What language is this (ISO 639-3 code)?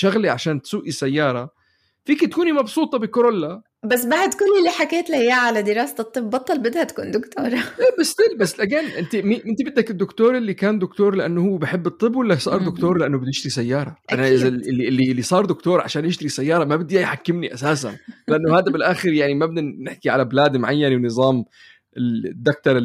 apc